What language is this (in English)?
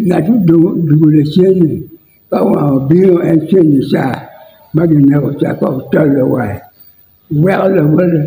Acoli